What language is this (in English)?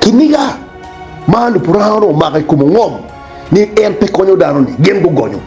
Acoli